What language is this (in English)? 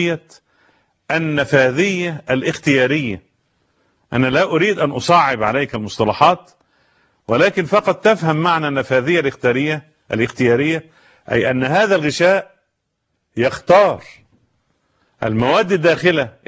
Arabic